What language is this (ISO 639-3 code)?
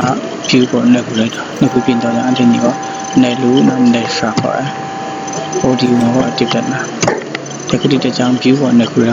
kac